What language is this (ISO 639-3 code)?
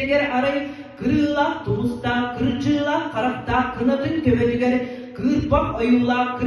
sah